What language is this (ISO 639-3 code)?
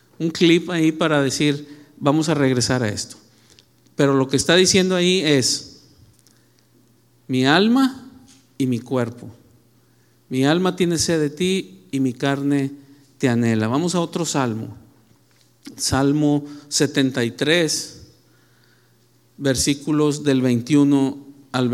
spa